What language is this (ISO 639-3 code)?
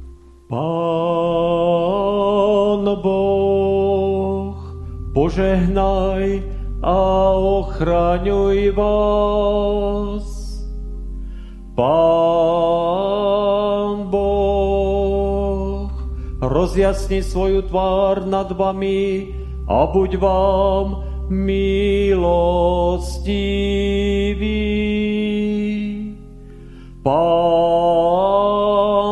slk